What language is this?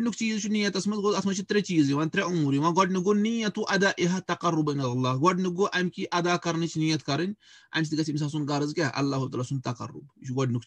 Kashmiri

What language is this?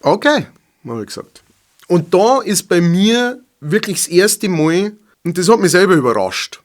Bavarian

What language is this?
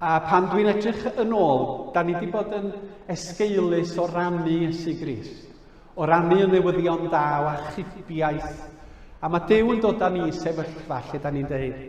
Welsh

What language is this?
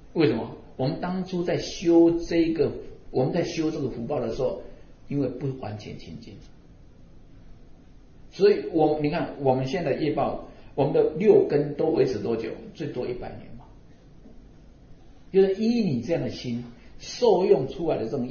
Chinese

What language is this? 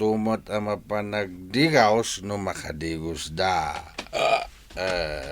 Iloko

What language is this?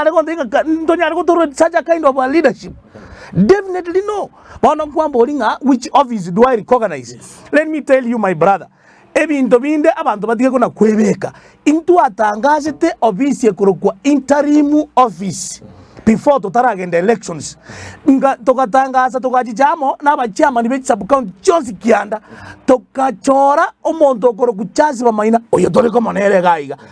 Gusii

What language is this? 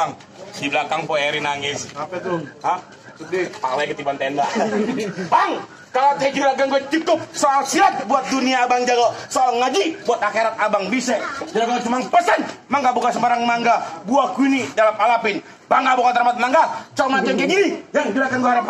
Betawi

